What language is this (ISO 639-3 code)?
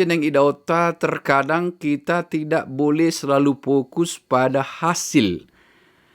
bbc